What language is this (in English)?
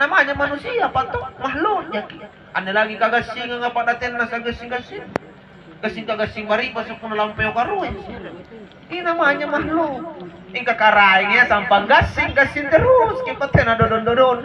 Makasar